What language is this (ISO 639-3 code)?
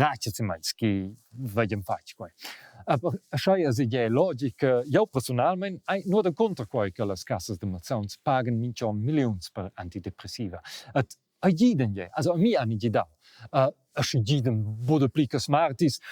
roh